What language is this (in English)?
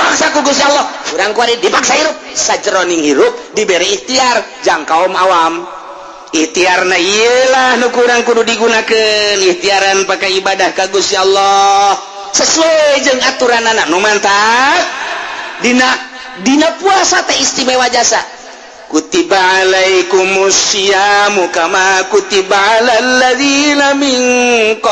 Sundanese